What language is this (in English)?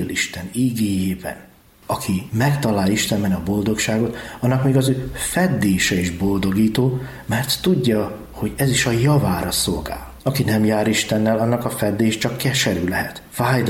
Hungarian